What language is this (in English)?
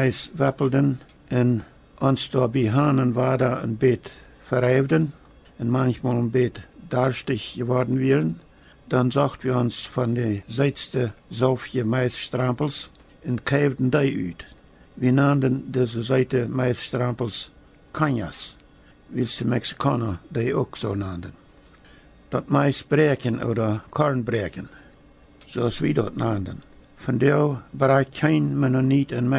Plautdietsch